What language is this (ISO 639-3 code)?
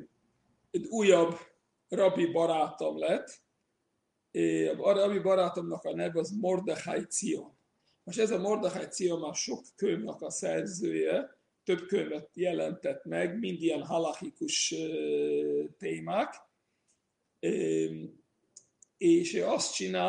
hun